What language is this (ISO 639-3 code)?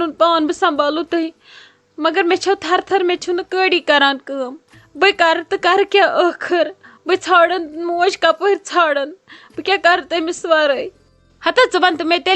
kas